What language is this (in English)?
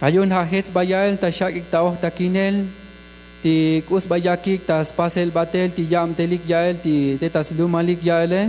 Tzotzil